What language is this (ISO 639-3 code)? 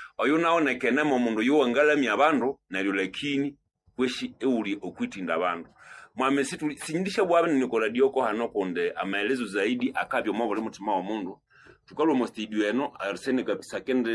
nnb